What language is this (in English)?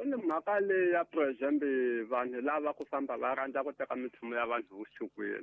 Tsonga